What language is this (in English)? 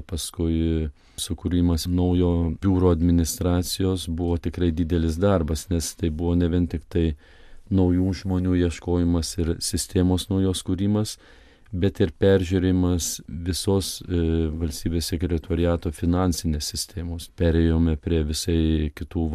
Lithuanian